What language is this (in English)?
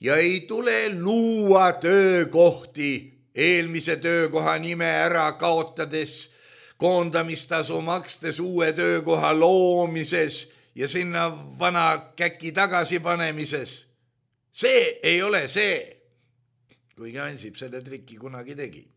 Estonian